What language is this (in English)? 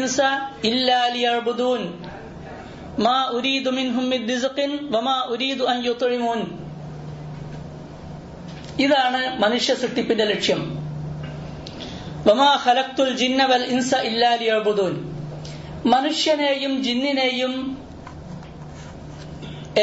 Malayalam